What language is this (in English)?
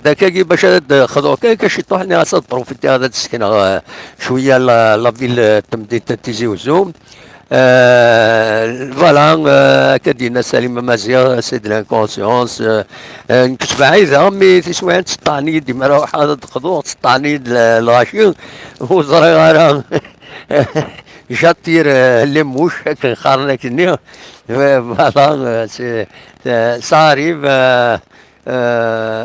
Kabyle